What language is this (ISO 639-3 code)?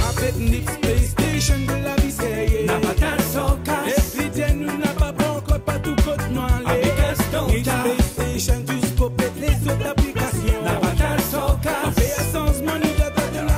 mfe